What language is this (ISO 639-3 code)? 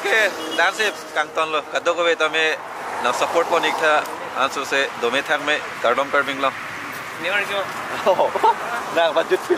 mjw